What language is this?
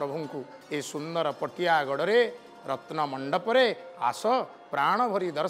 Odia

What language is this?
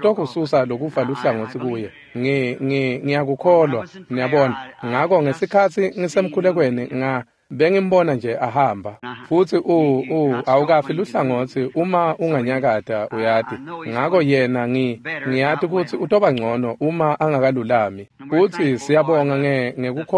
Swati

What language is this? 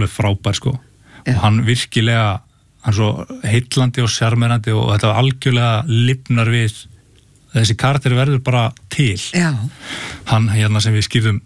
Icelandic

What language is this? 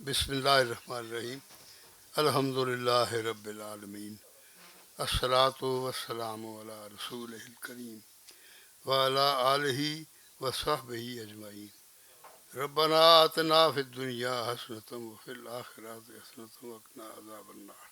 Western Panjabi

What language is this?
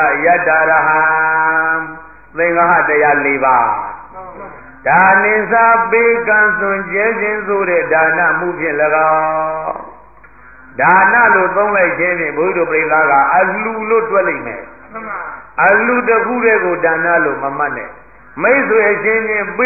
Burmese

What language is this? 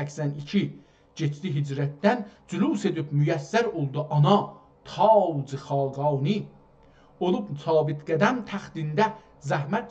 South Azerbaijani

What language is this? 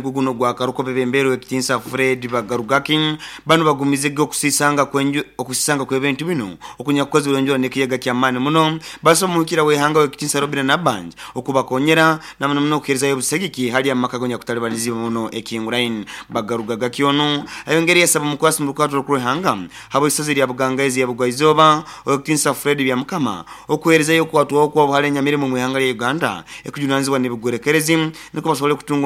Nyoro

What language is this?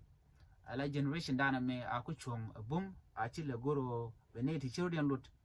Nuer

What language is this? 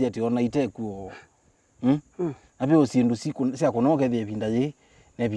Kamba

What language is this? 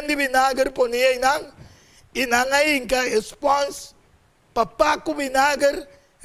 Papiamento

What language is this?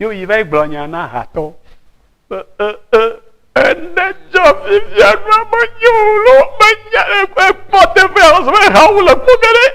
Ewe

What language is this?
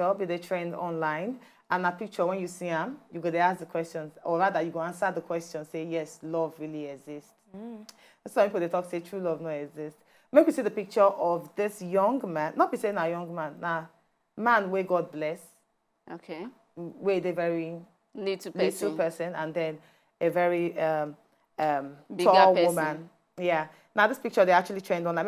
Nigerian Pidgin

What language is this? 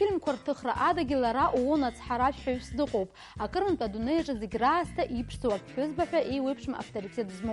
Abkhazian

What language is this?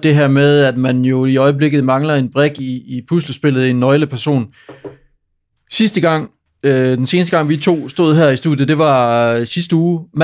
Danish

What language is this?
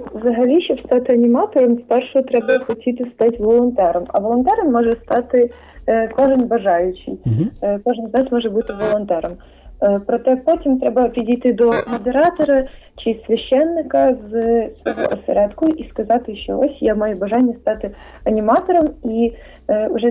Ukrainian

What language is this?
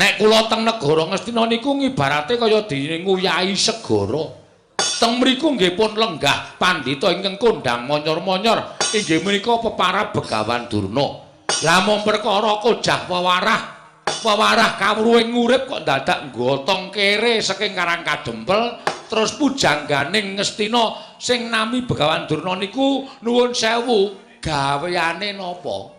Javanese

